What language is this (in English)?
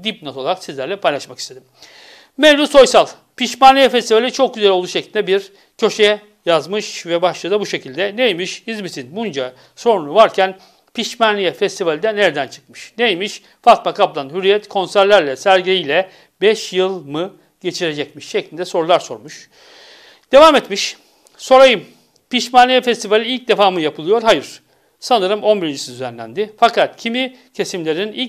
Turkish